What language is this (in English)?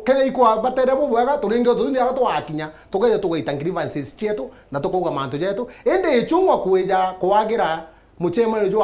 Meru